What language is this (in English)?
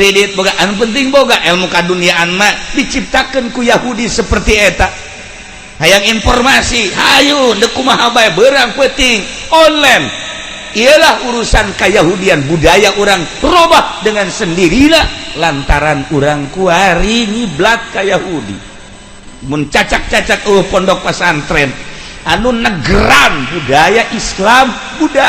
Sundanese